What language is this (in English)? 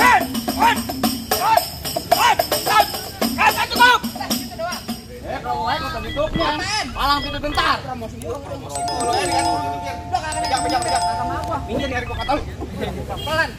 Betawi